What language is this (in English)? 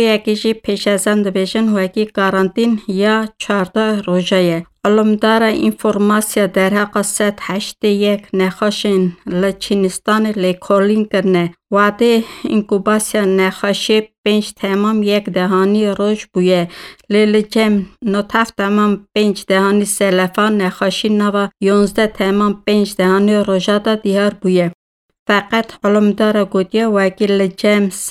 Kurdish